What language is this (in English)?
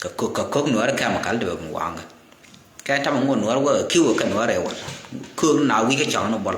Nuer